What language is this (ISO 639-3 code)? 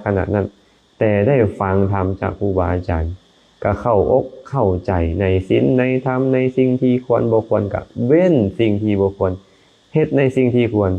lao